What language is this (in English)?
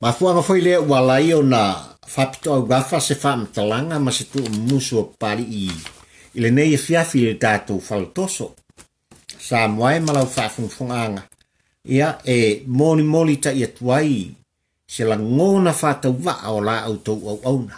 Samoan